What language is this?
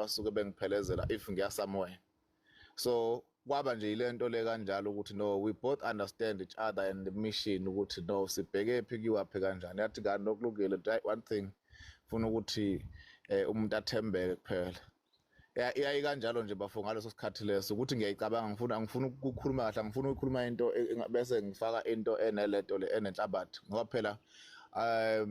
Zulu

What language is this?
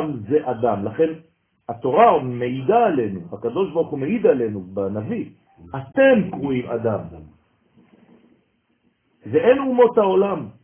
Hebrew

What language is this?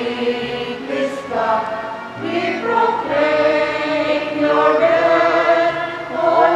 Pampanga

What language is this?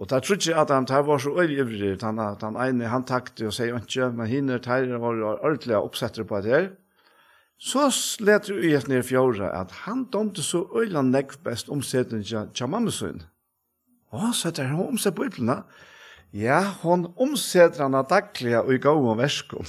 Faroese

